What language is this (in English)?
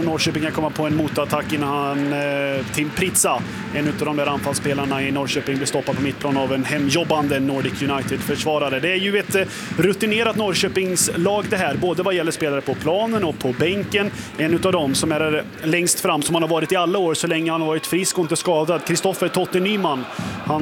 Swedish